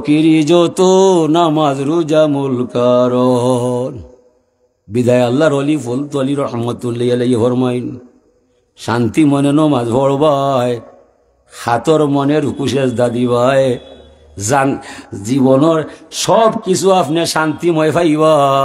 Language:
Sylheti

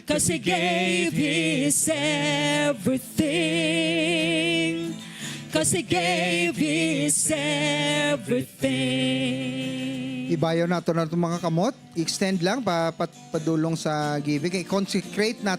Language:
Hiligaynon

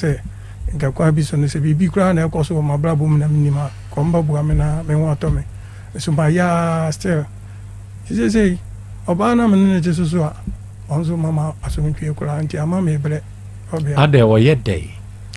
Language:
Akan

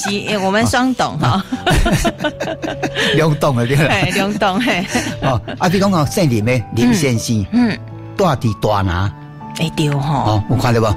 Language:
Min Nan Chinese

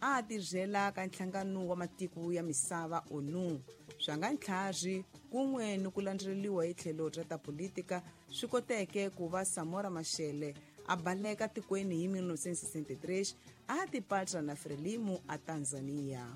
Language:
Tsonga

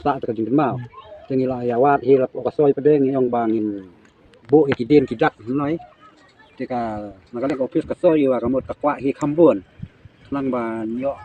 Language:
Khasi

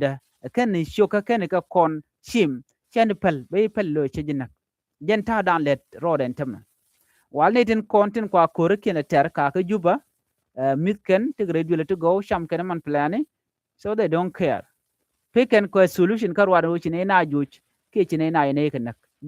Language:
Nuer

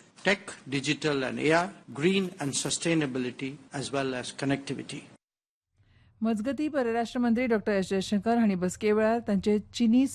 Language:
Konkani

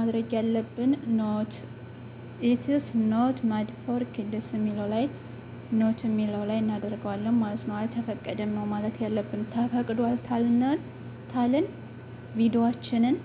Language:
Amharic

